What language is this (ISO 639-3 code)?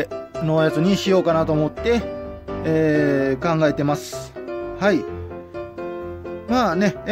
jpn